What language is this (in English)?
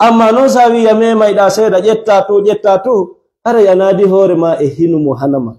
Fula